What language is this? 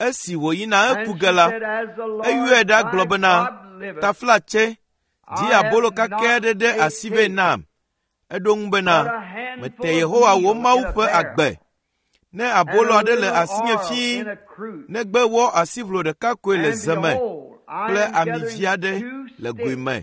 Ewe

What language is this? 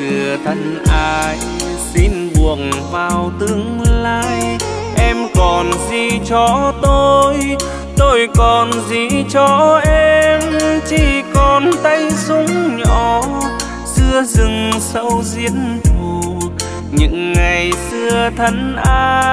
Vietnamese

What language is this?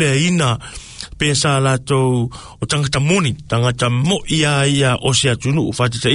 Samoan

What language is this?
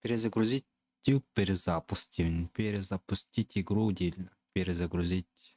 Yakut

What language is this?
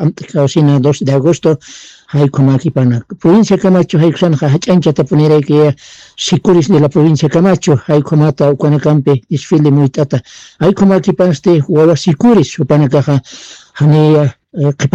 Aymara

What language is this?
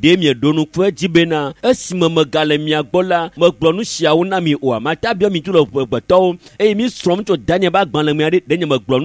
Ewe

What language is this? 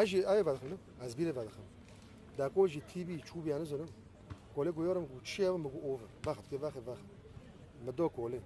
Kurdish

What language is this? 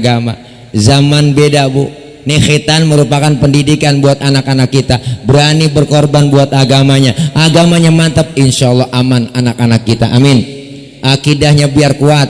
Betawi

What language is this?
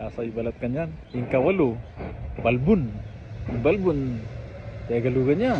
Pampanga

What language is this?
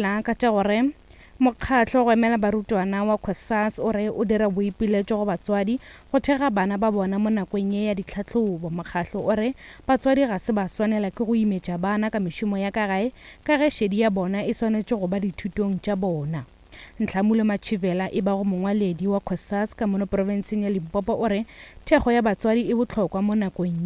Northern Sotho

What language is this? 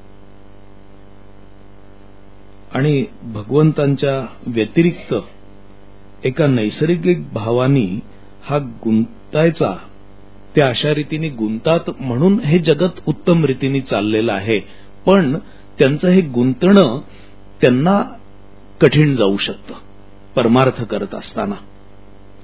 Marathi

